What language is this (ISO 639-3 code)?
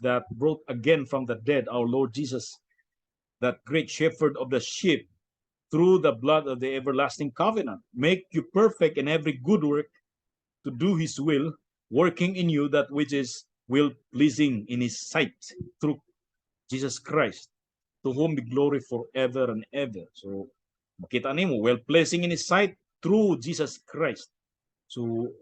ceb